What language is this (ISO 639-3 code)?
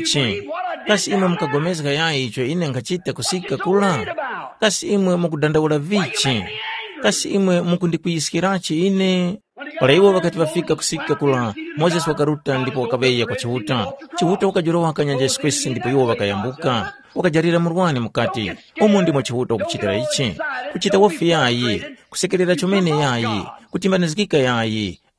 tum